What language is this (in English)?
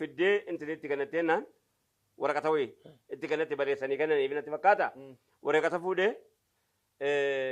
Oromo